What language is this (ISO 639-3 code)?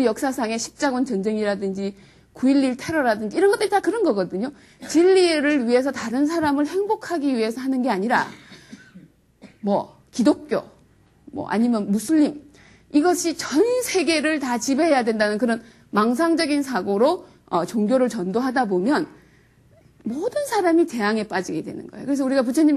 kor